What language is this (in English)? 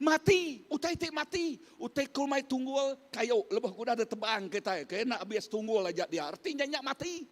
Iban